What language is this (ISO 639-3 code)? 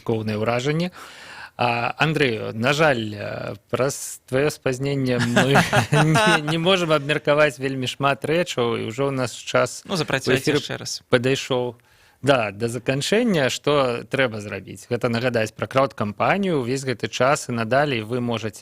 bel